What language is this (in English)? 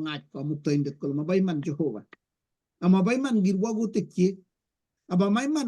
Kalenjin